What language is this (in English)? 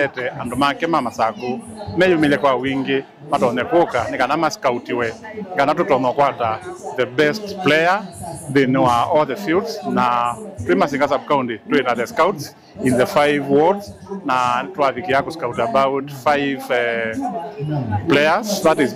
Kamba